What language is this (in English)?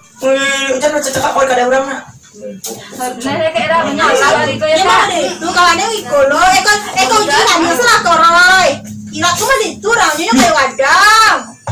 Minangkabau